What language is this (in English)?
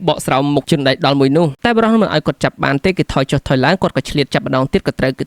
Khmer